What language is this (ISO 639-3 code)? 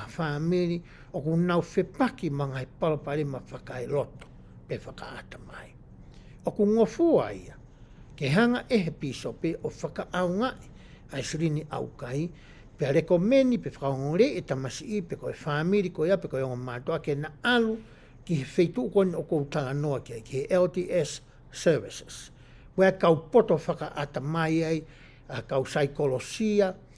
ton